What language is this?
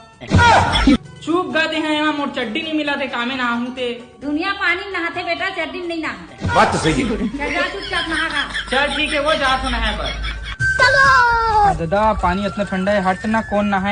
Chhattisgarhi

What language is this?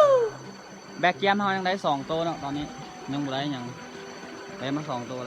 Lao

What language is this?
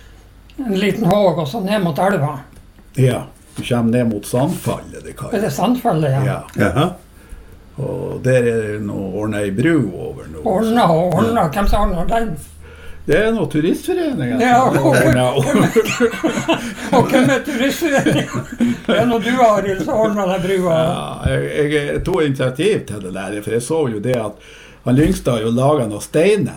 Norwegian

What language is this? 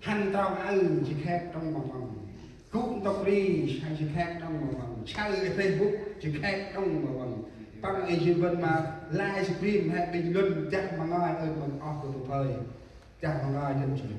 Central Mnong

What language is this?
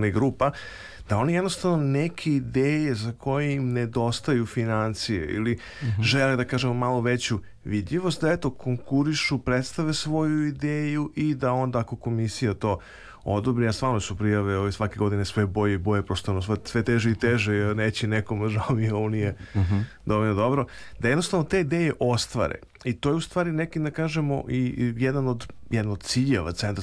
Serbian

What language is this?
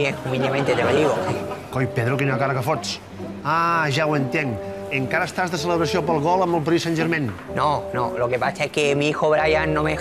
Catalan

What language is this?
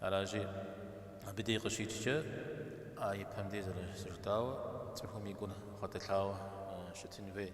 Kabardian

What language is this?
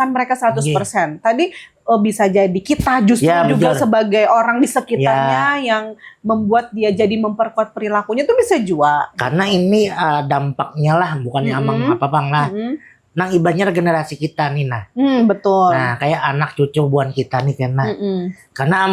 Banjar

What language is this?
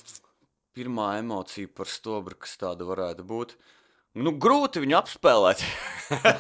Latvian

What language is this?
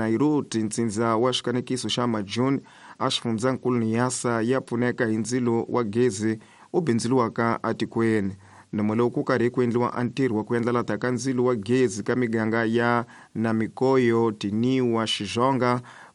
Tsonga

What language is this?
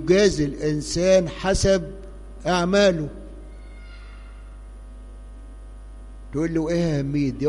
Egyptian Arabic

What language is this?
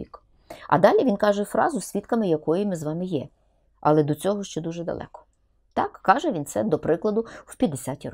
Ukrainian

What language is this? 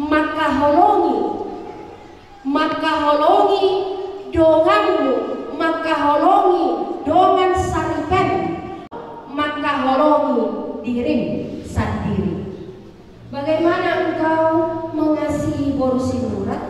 Batak Toba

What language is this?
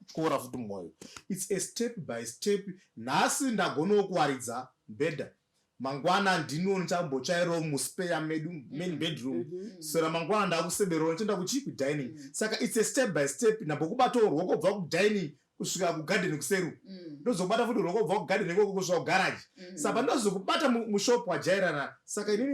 Shona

